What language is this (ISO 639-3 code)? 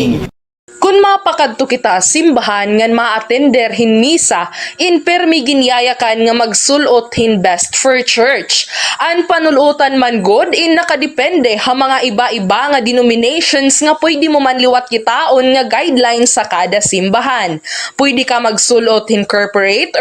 war